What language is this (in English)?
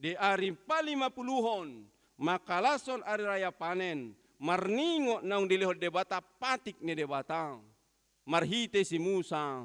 Batak Toba